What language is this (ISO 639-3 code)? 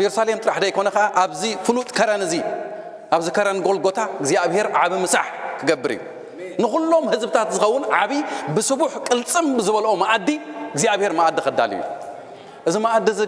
tir